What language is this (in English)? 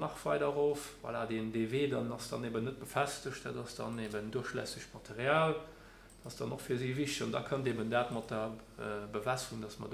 Luxembourgish